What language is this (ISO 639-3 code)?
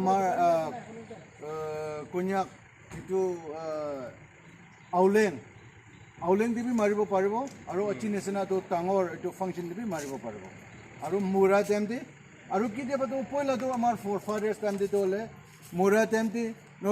nag